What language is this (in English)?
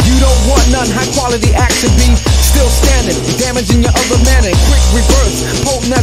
English